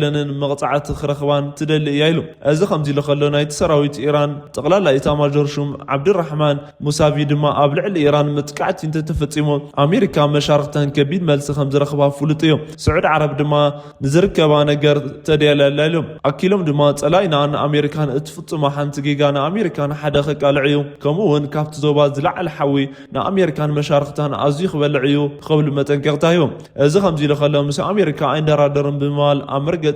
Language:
Tigrinya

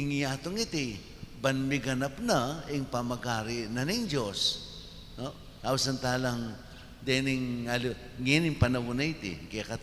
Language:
Pampanga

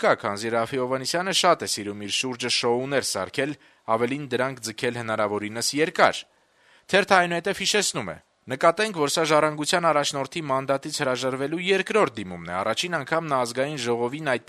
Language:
Armenian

